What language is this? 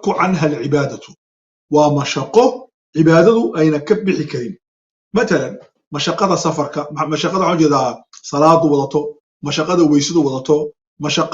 Somali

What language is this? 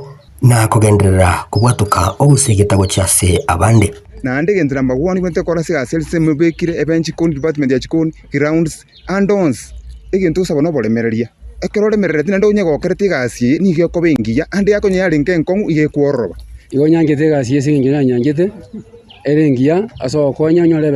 Gusii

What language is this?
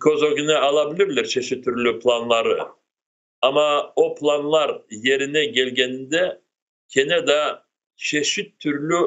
Crimean Tatar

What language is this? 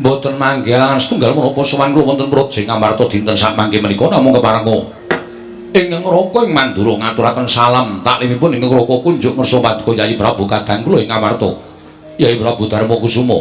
Javanese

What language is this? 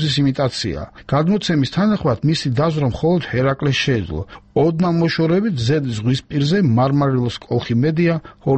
Georgian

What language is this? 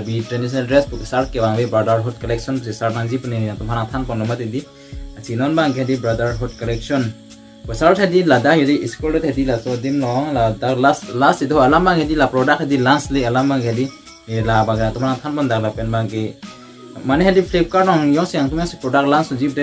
Karbi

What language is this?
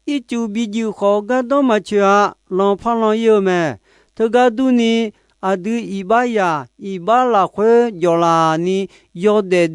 Akha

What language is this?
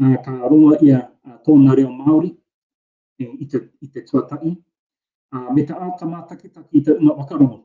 Māori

